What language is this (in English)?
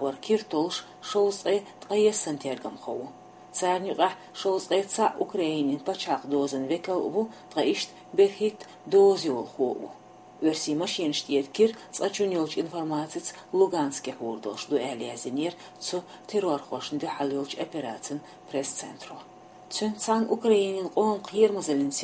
Chechen